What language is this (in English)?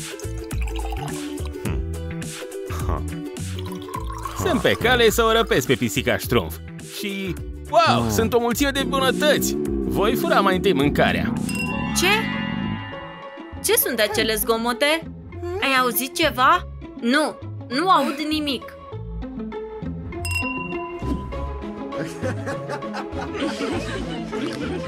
Romanian